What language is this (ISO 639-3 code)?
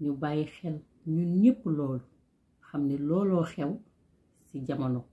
wol